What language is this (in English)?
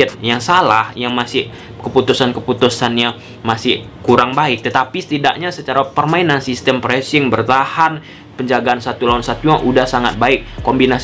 Indonesian